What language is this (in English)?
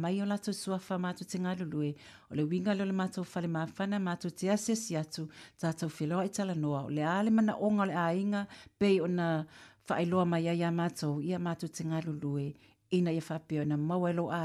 Samoan